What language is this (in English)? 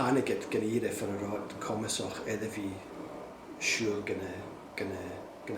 Scottish Gaelic